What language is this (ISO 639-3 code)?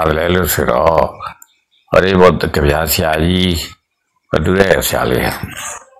mya